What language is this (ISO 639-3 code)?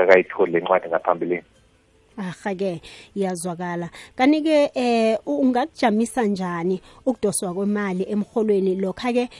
nbl